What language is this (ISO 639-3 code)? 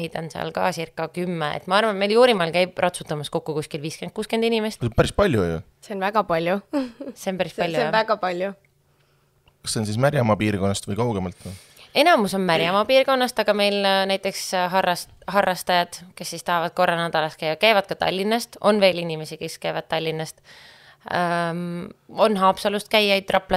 est